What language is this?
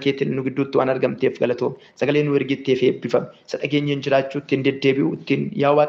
Oromo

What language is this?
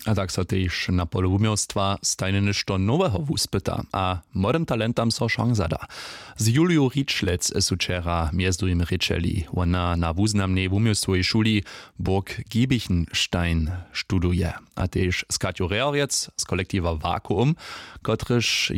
Upper Sorbian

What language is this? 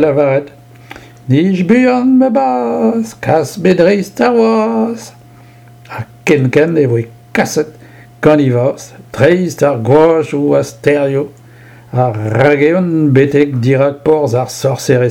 Breton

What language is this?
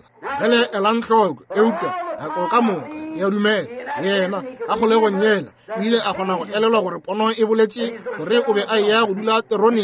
Northern Sotho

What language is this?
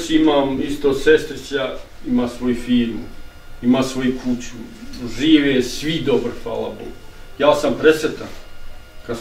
Bosnian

